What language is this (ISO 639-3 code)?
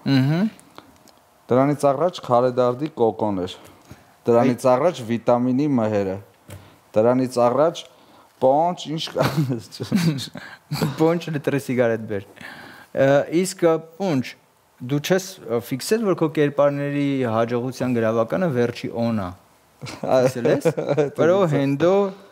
hye